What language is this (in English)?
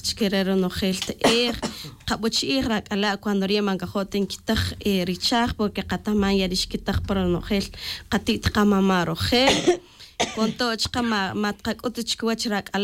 Tz'utujil